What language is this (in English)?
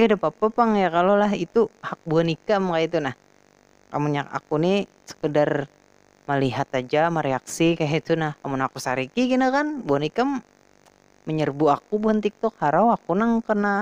Banjar